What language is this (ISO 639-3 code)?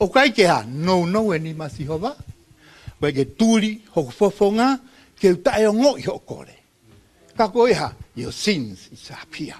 ton